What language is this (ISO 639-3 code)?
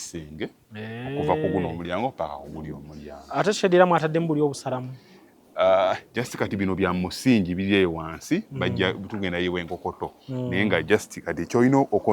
lug